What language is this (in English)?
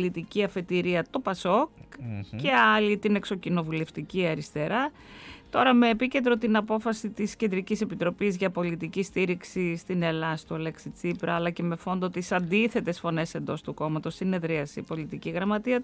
Greek